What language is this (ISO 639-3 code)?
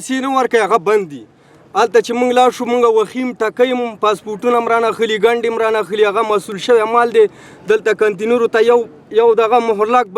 pus